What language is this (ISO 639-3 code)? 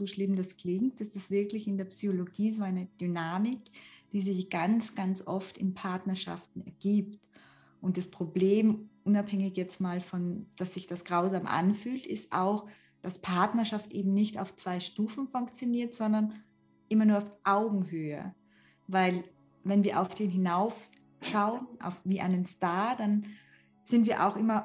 deu